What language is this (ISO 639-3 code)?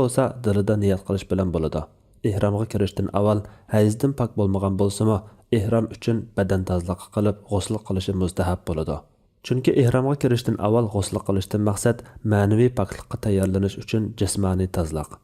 uig